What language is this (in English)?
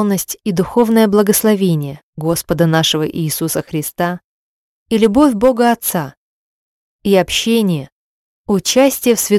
Russian